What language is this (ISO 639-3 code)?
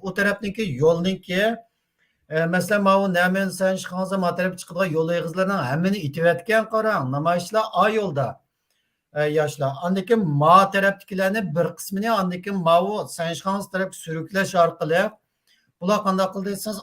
uig